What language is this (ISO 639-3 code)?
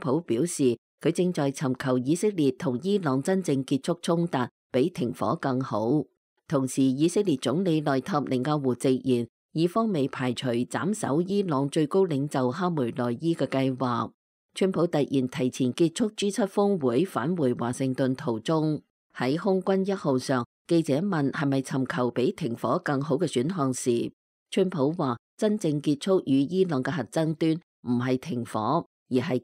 yue